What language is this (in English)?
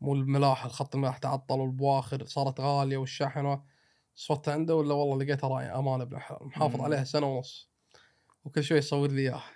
Gulf Arabic